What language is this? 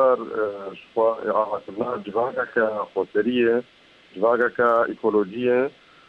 Kurdish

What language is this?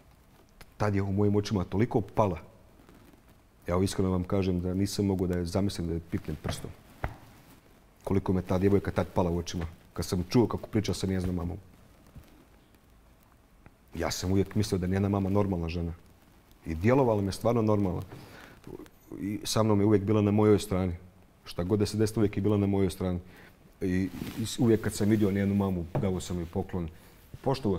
Bosnian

